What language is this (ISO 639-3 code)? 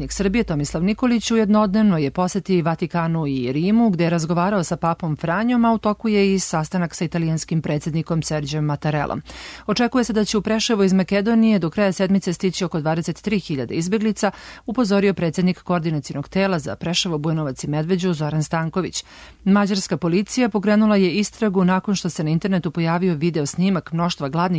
srp